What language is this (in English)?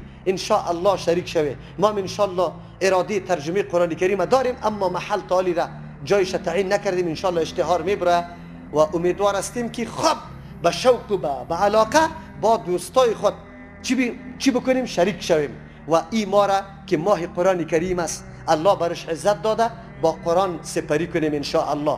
Persian